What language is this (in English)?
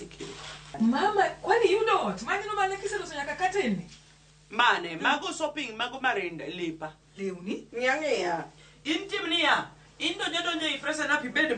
Luo (Kenya and Tanzania)